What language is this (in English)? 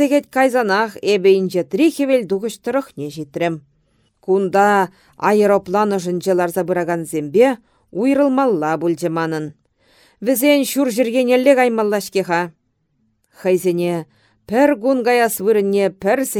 Chuvash